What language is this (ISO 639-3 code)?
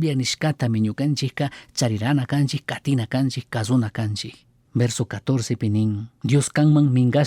qug